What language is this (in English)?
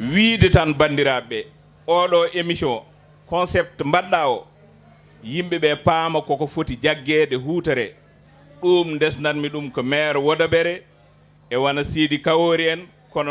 Fula